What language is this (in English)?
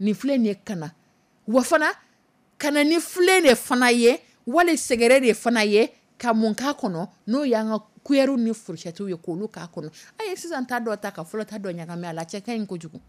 Dyula